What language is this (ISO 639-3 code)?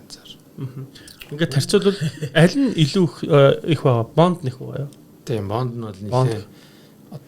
mon